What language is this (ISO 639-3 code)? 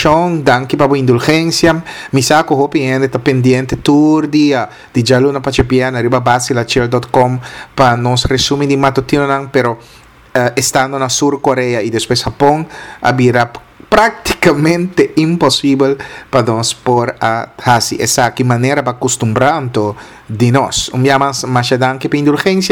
pap